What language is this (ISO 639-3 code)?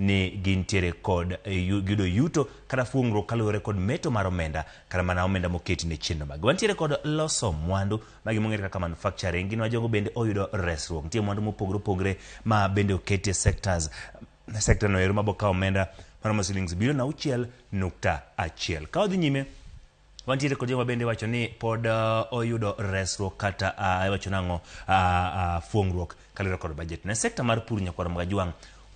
luo